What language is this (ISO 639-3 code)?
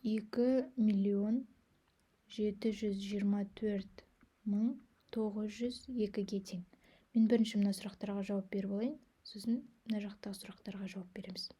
kaz